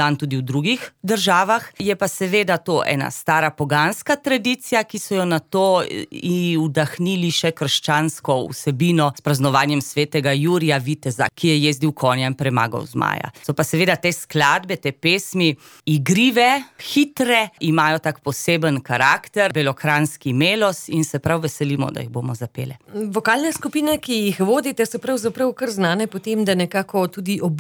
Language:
Slovenian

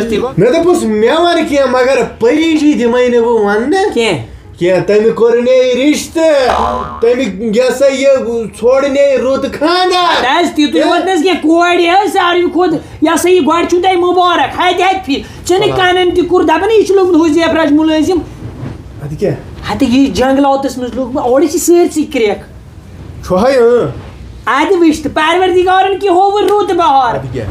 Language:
Kashmiri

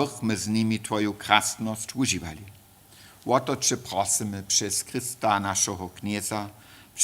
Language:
Upper Sorbian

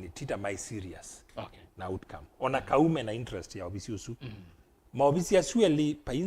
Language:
Kamba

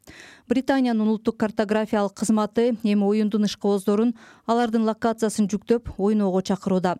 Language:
Kyrgyz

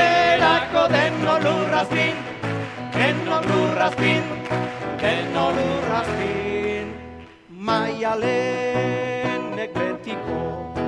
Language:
Basque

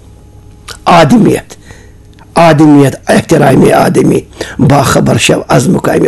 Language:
Kashmiri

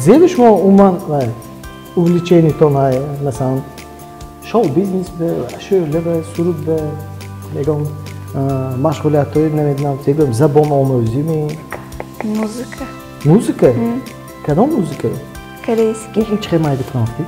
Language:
Tajik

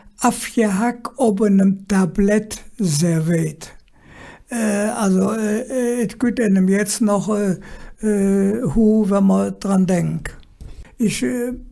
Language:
Colognian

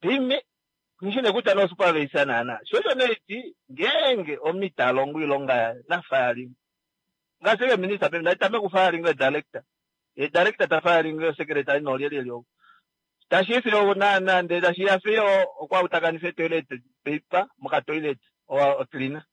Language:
Kuanyama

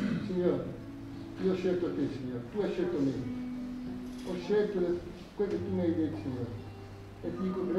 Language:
Italian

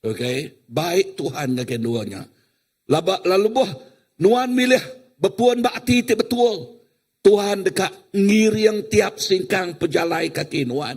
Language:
Iban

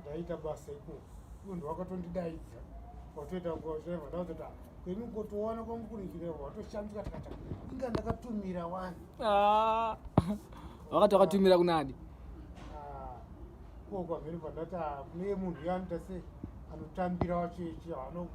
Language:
Shona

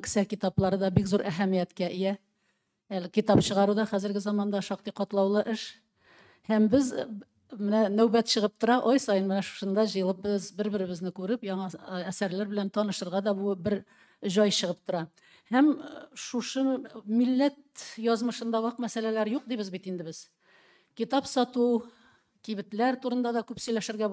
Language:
Tatar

